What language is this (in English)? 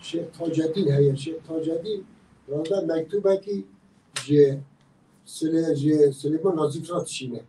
Kurdish